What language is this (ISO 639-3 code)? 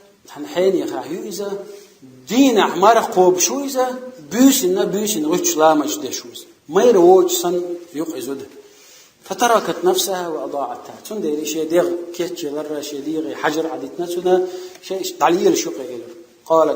che